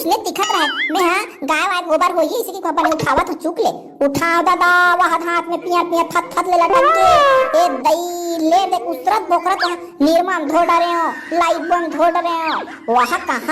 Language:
Chhattisgarhi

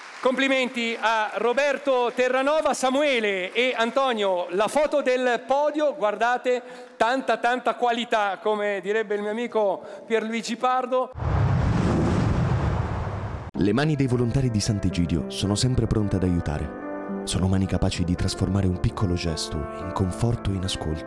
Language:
Italian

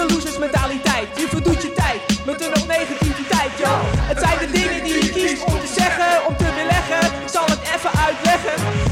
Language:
Dutch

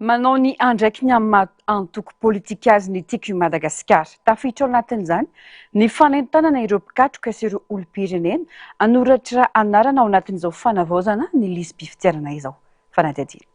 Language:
Malagasy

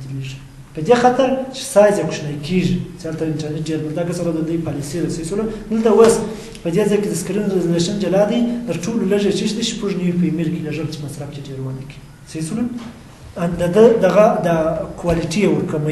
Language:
Pashto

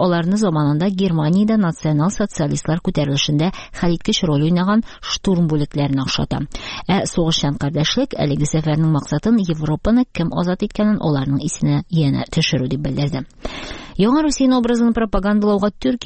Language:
Tatar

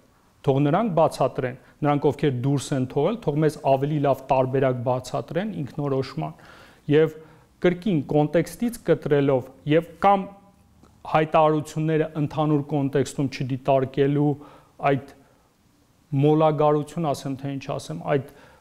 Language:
Armenian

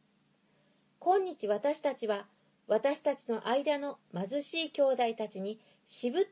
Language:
Japanese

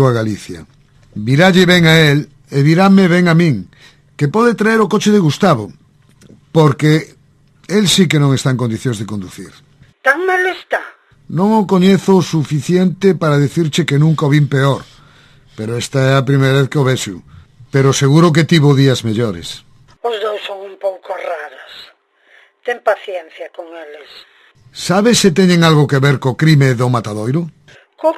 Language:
Galician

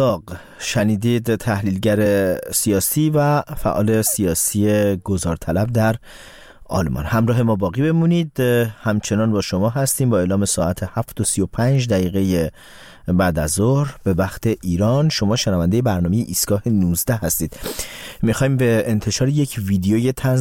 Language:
Persian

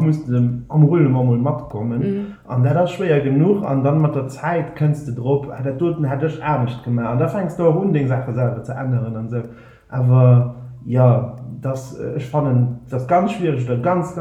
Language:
Luxembourgish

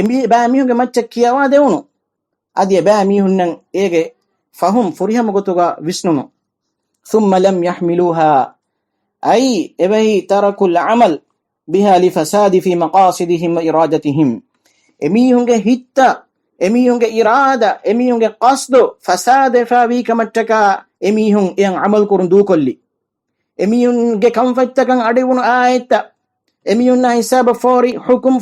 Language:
Divehi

